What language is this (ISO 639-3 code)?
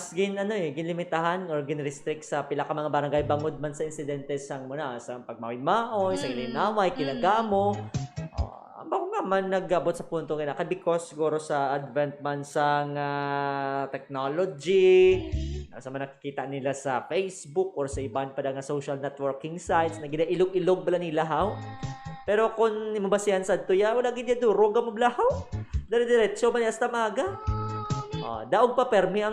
hil